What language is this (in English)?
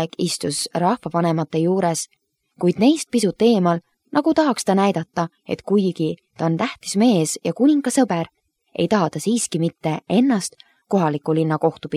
Estonian